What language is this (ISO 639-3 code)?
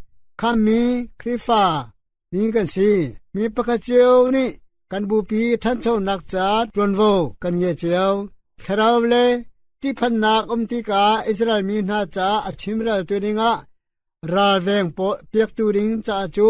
cnh